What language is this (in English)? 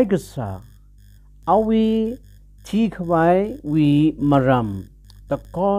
Tangkhul Naga (India)